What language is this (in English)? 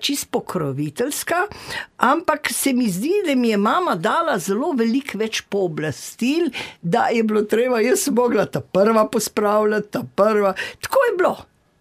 Slovenian